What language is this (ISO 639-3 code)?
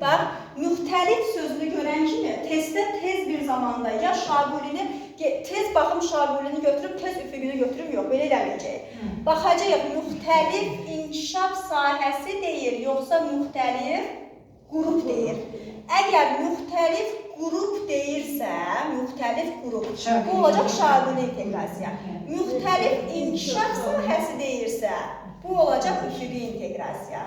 aze